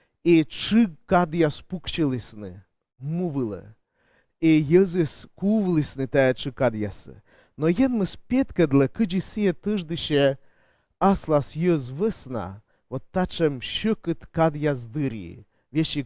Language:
Komi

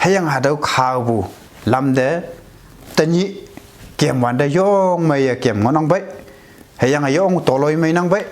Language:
Konyak Naga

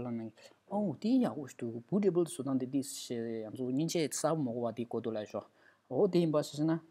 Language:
Tibetan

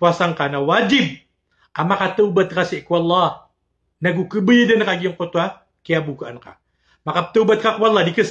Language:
Maranao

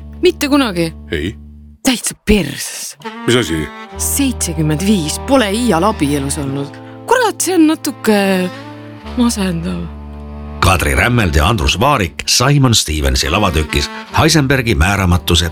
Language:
Estonian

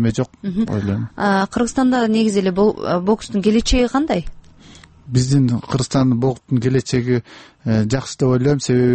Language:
Kyrgyz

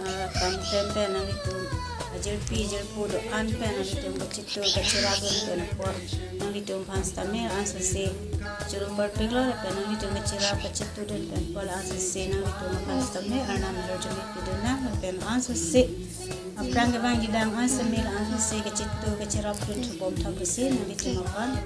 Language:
Karbi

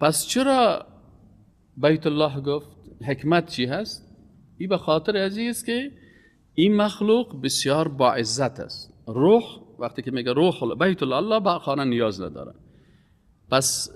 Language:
Persian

